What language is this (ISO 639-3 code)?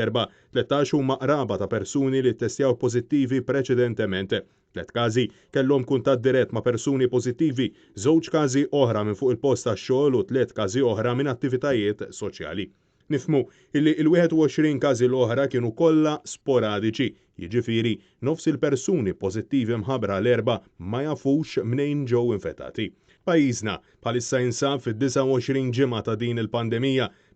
mlt